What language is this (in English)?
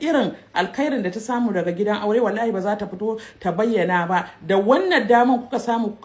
Hausa